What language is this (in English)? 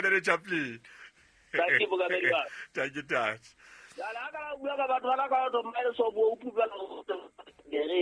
Southern Sotho